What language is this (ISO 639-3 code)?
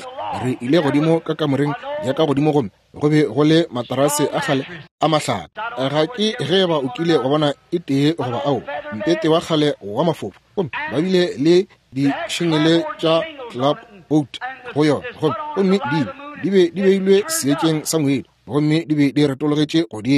nso